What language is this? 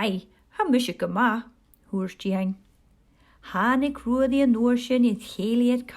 Scottish Gaelic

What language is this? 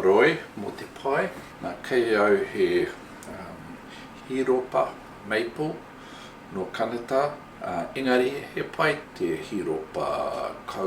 Māori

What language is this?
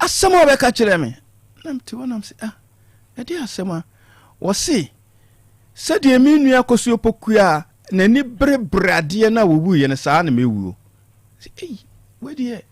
Akan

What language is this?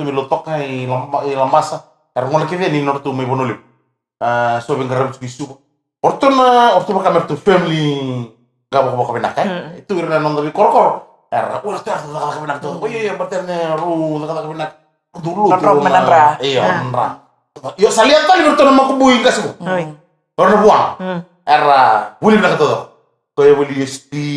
Fijian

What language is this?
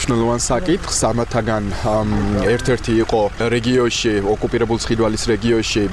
Georgian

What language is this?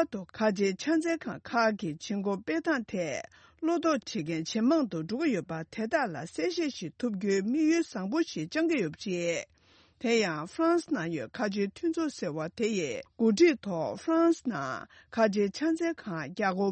Tibetan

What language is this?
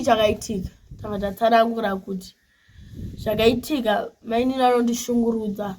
Shona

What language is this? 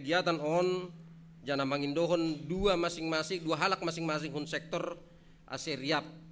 Batak Simalungun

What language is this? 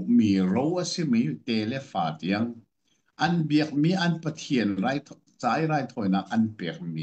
Hakha Chin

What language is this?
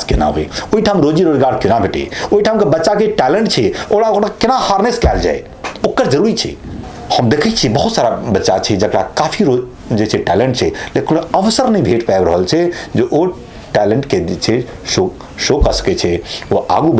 Maithili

